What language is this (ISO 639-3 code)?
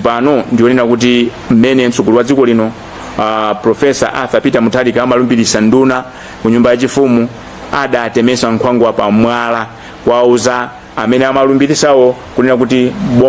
nya